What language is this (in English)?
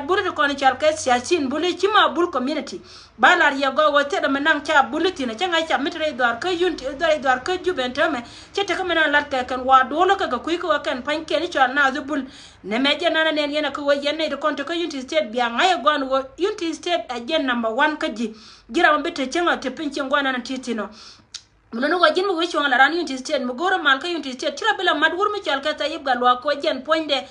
Nuer